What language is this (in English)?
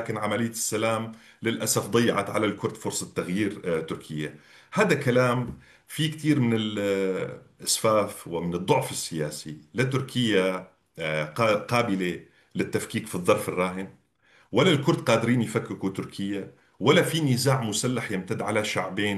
North Levantine Arabic